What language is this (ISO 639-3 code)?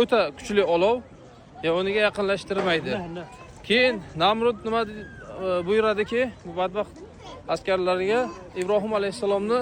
uzb